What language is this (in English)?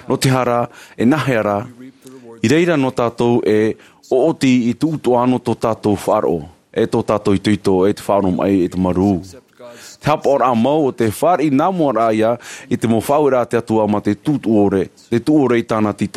Tahitian